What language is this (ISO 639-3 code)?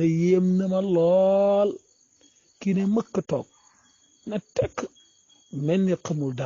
wol